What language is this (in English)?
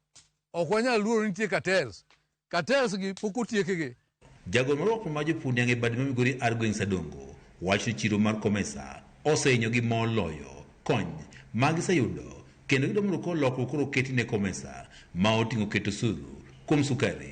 Luo (Kenya and Tanzania)